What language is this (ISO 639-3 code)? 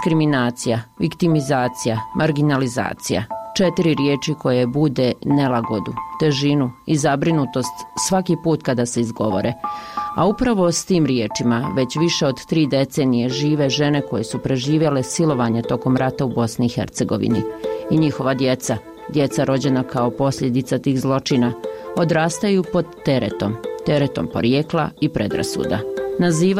bos